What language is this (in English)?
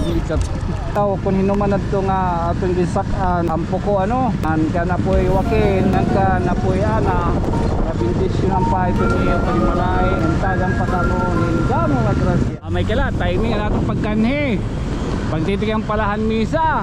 Waray